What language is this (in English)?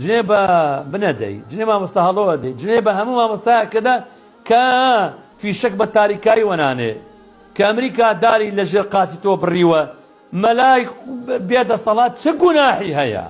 Central Kurdish